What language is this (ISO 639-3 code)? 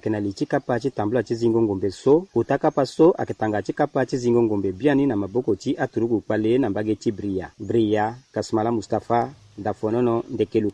sag